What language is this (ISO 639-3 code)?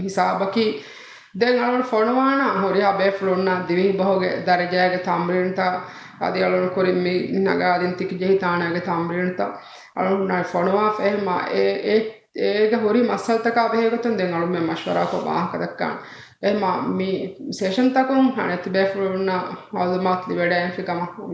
div